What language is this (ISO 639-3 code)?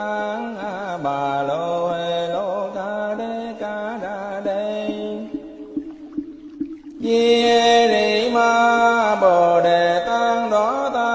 vie